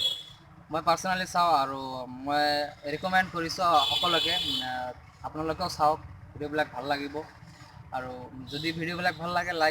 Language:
Assamese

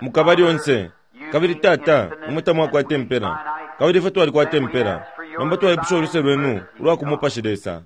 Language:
Bemba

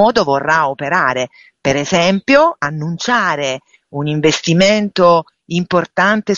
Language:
Italian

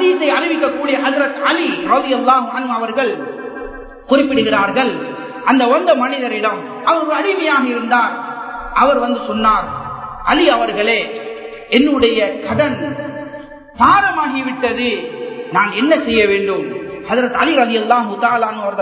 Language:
Tamil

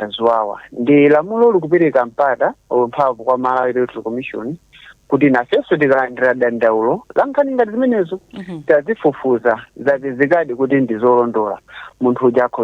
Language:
Nyanja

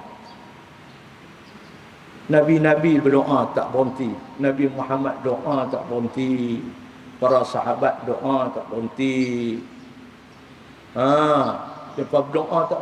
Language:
Malay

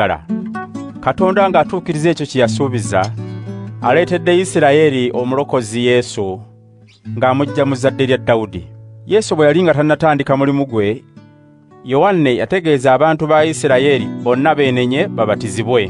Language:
Ganda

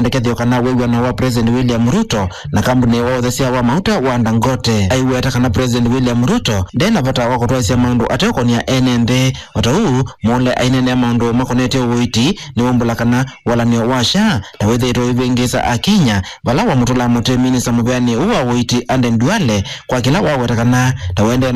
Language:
Kamba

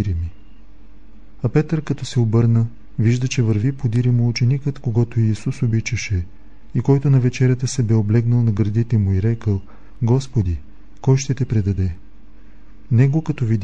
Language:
Bulgarian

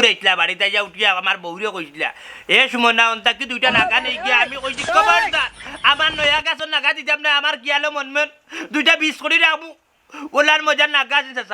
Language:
Sylheti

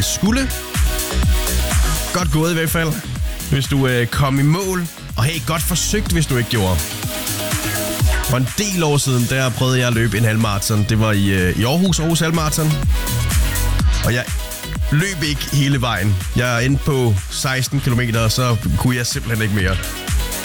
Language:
Danish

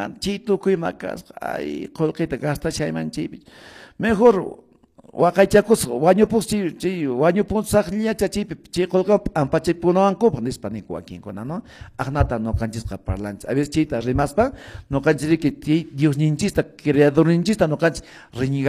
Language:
Quechua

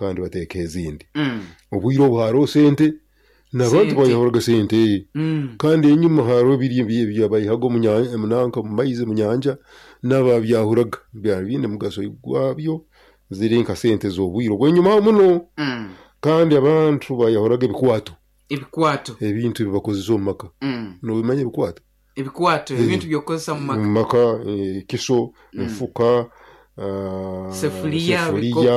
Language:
Nyoro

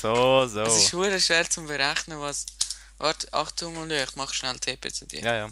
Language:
Swiss German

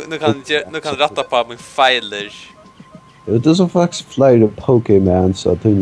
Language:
Faroese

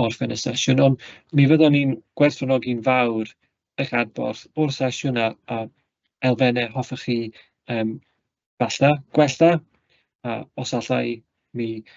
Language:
Welsh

